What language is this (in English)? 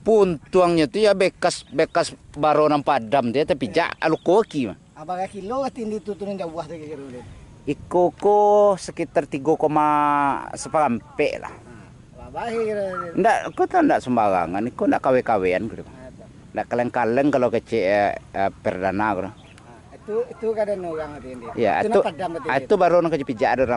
Minangkabau